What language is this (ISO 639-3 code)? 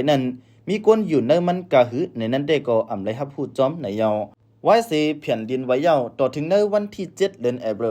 lao